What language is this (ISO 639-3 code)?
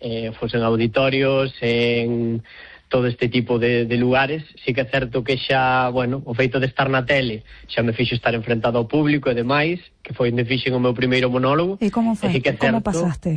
glg